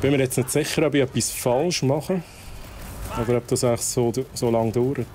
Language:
Swiss German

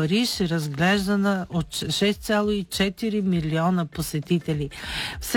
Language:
Bulgarian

